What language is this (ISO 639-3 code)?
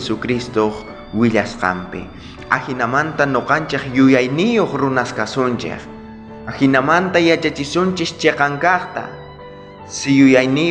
quh